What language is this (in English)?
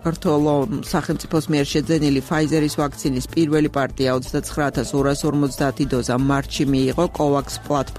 Georgian